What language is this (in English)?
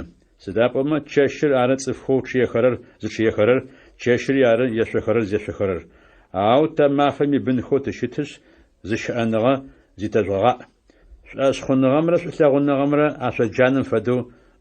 Adyghe